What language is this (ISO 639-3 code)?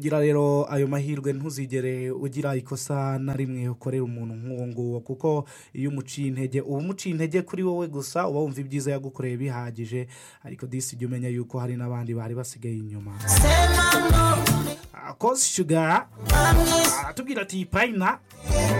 kin